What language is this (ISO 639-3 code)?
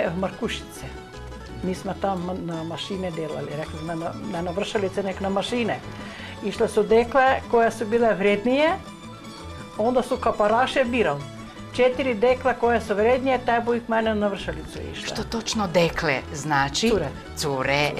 hrv